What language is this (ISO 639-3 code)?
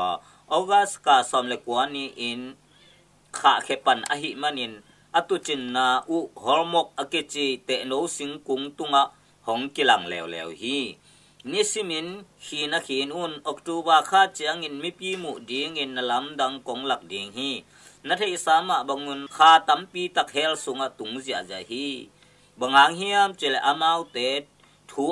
ctd